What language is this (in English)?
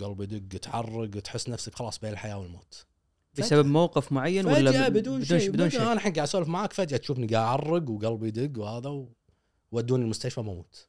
Gulf Arabic